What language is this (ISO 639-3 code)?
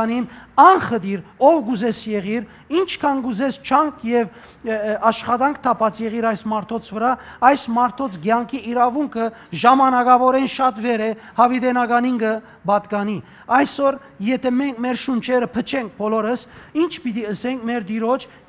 hyw